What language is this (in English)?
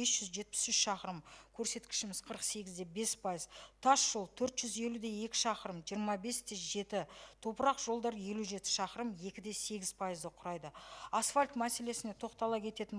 Kazakh